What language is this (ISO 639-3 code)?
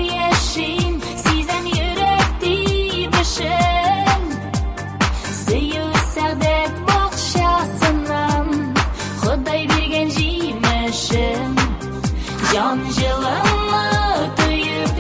tat